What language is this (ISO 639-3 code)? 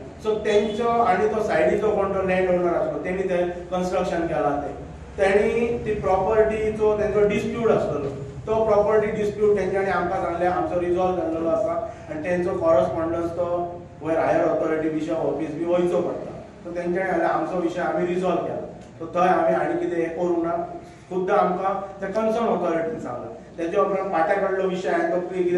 kok